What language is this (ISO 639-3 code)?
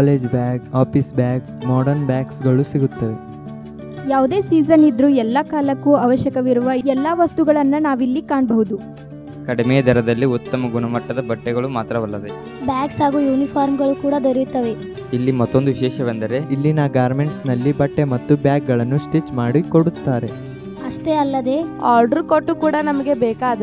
kan